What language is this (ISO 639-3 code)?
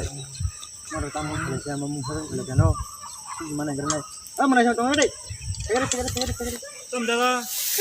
trp